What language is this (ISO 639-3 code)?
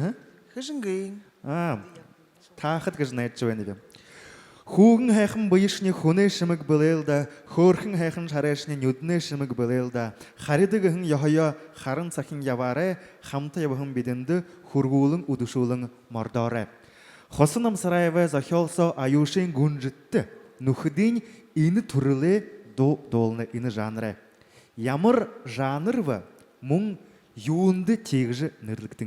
bua